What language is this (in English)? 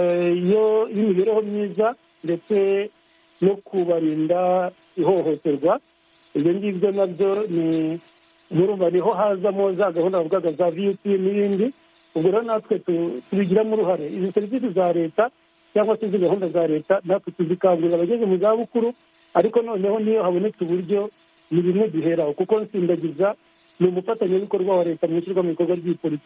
Kinyarwanda